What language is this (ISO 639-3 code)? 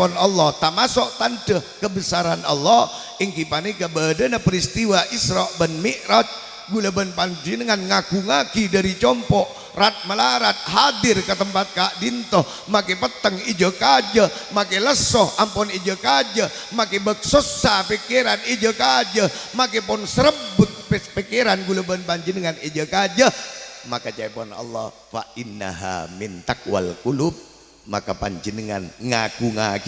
mad